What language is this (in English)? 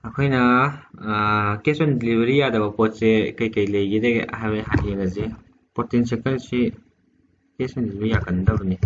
Manipuri